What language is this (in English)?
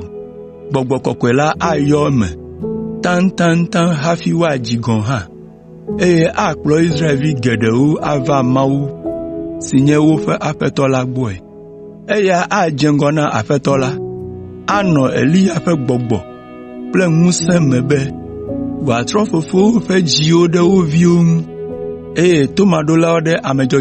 Ewe